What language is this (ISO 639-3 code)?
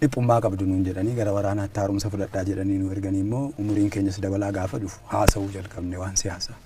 orm